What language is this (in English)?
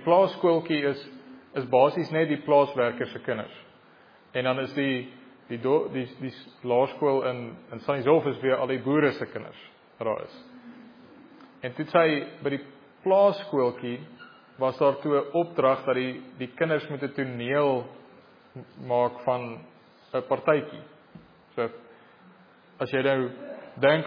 Afrikaans